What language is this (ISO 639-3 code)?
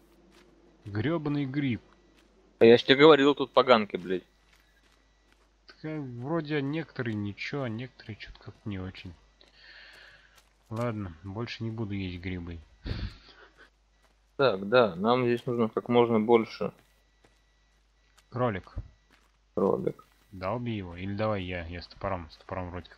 rus